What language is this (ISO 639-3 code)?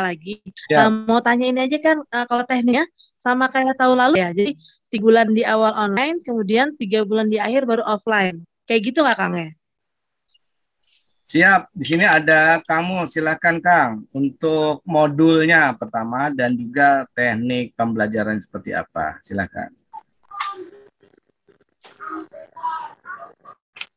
ind